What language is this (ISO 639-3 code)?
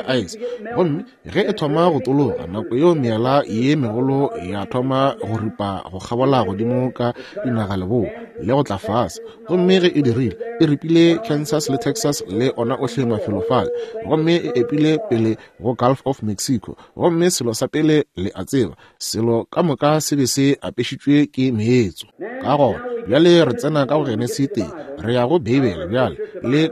nso